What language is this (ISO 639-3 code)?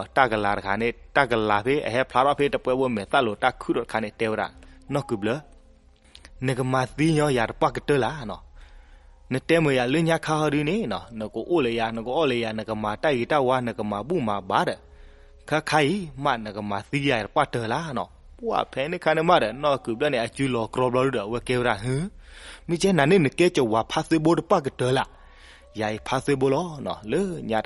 ksw